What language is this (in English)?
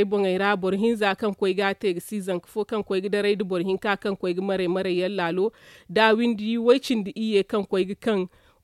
Zarma